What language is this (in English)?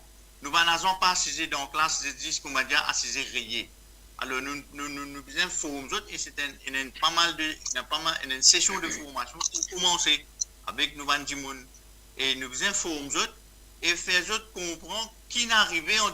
Morisyen